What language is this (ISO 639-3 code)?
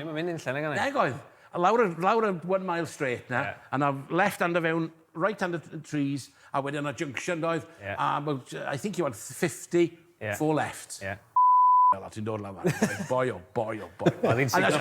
cym